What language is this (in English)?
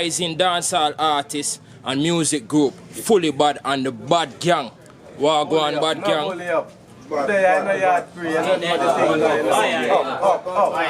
Jamaican Creole English